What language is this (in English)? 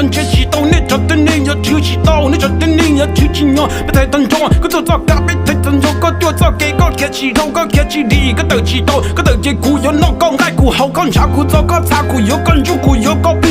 Hmong